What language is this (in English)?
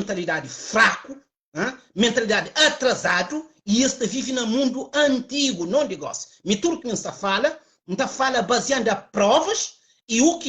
Kabuverdianu